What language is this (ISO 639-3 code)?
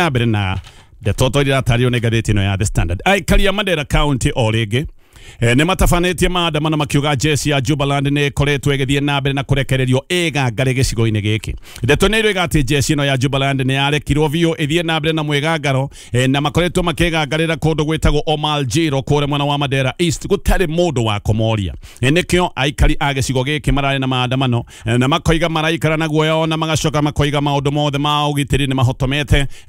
kik